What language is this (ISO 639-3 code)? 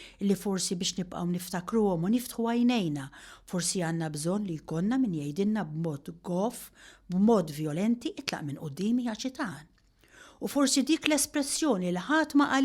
mlt